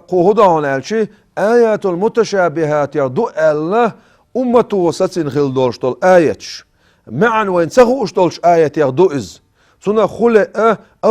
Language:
Chechen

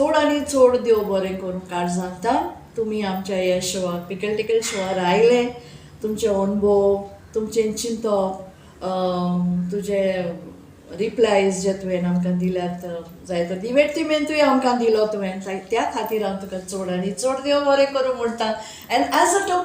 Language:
Konkani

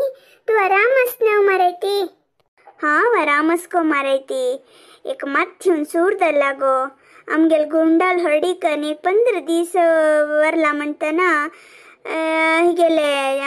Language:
Konkani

